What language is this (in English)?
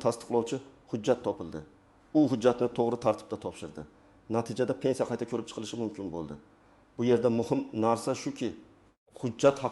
Uzbek